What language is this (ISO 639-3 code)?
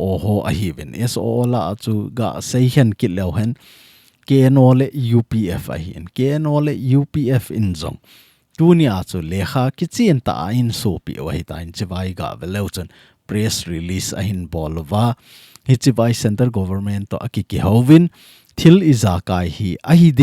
tcz